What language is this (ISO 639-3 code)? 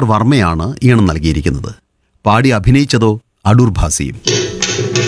mal